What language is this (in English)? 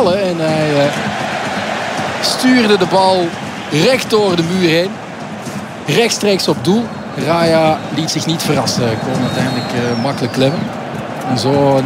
Dutch